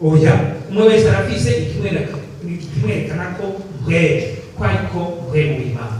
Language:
Rundi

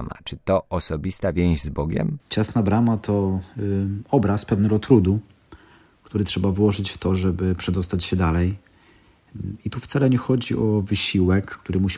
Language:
Polish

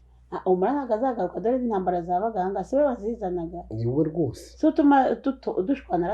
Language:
Kinyarwanda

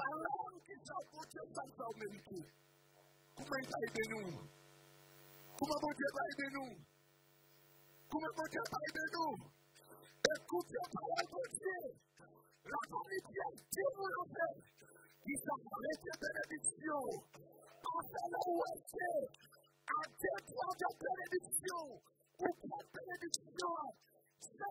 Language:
French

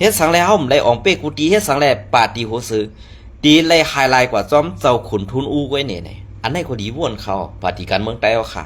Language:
Shan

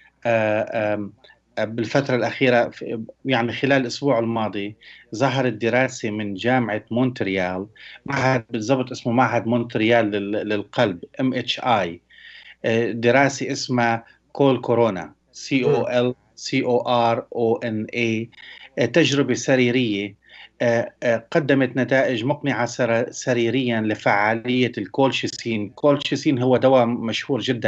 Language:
Arabic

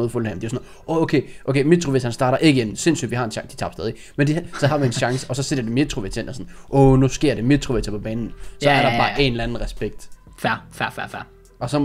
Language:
Danish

